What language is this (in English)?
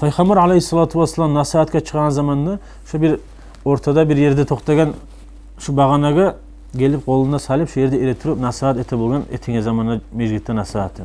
Kumyk